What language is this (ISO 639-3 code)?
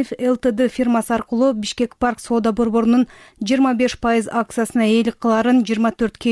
kir